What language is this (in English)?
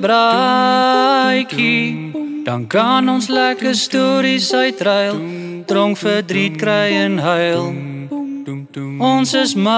Afrikaans